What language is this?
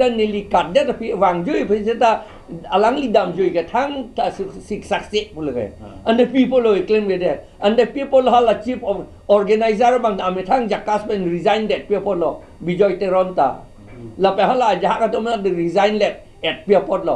Karbi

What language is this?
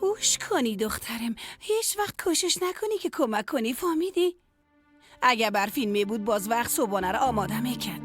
Persian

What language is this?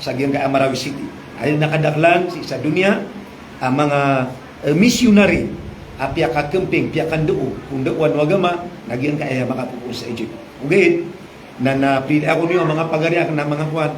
Maranao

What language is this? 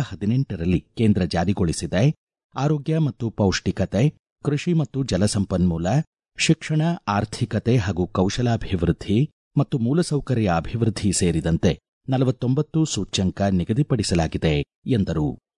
Kannada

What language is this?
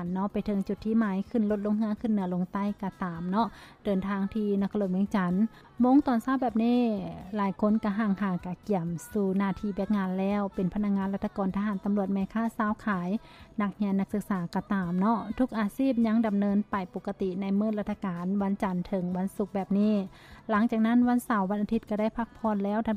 Lao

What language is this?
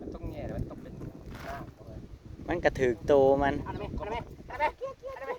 Northeastern Thai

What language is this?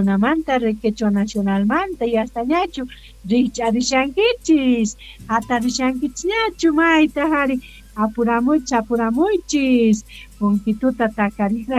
South Bolivian Quechua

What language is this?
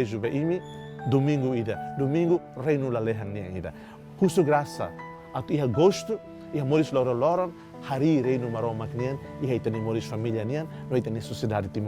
Tetum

